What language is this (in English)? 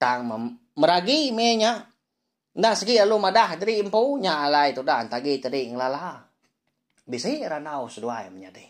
Iban